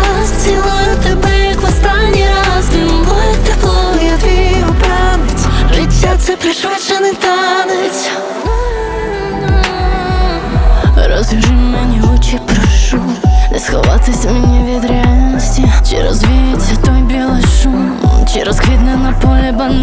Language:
Ukrainian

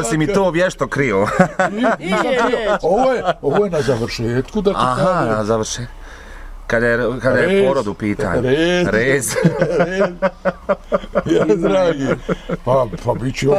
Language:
Bosnian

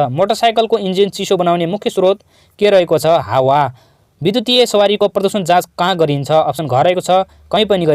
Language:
Nepali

